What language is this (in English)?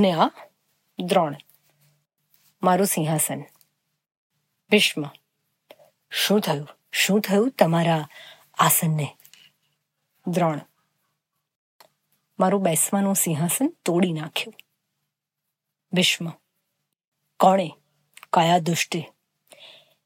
Gujarati